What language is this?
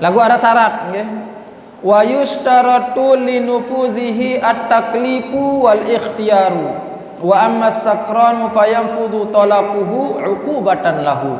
Sasak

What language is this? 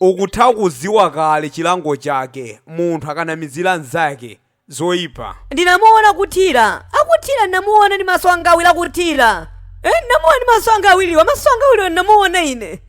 Nyanja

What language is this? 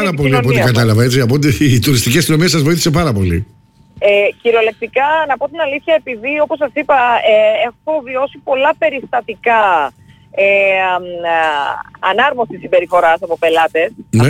Greek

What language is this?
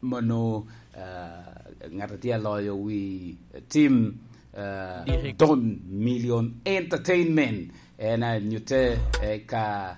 Lango (Uganda)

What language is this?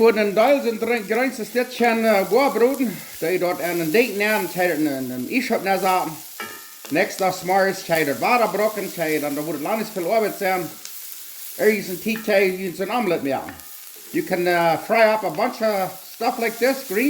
Plautdietsch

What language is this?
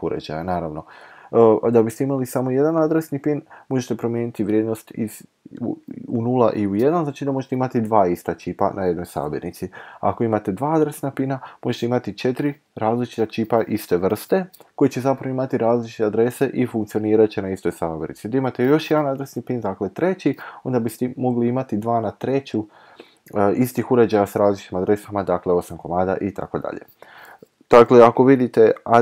Croatian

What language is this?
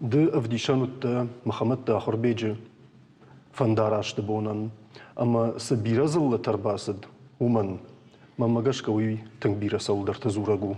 Ossetic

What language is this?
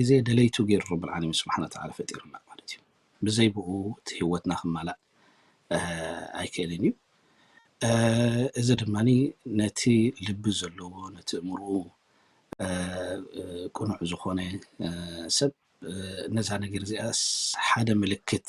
Tigrinya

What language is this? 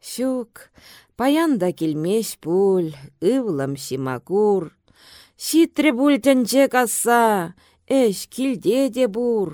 Chuvash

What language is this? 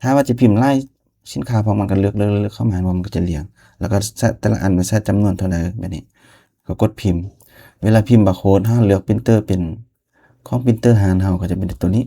Lao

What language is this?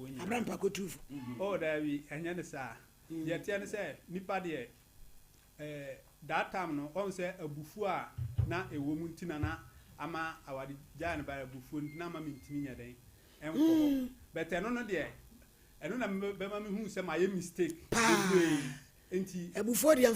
Akan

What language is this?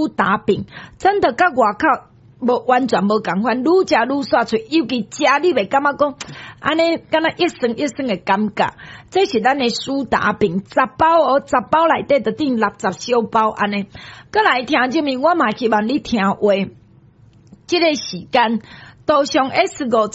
Min Nan Chinese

